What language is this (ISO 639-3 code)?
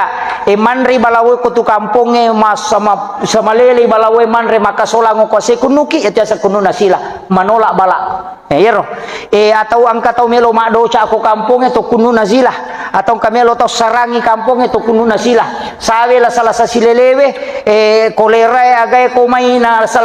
bug